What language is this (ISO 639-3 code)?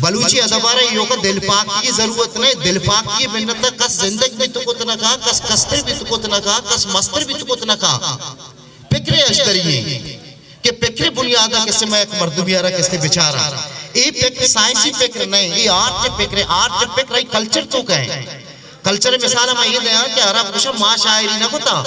bgp